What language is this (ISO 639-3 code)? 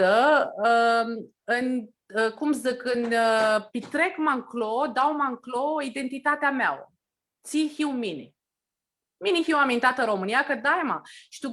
rup